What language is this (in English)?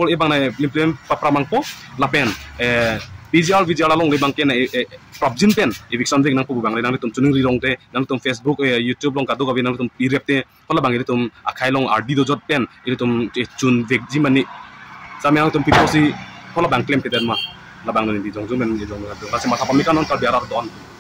Karbi